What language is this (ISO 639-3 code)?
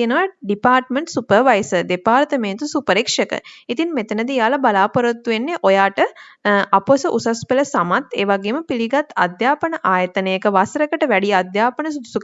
sin